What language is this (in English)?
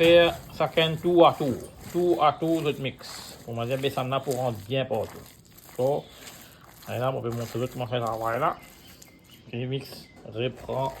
Morisyen